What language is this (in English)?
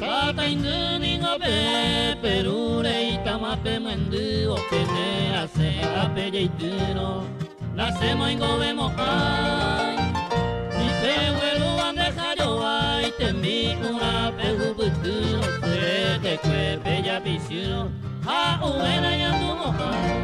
Guarani